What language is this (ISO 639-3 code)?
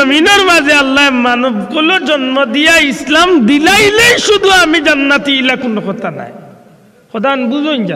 syl